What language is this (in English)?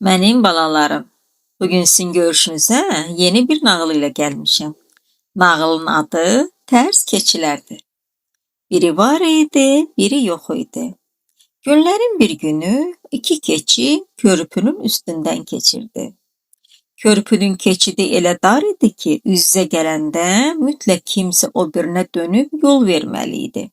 Azerbaijani